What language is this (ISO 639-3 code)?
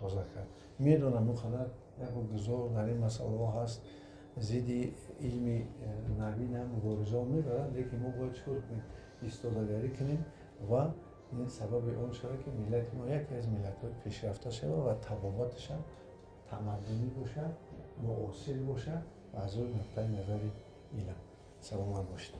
tgk